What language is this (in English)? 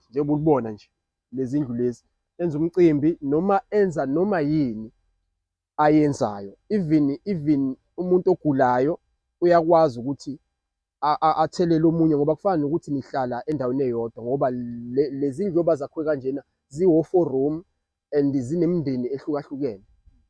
Zulu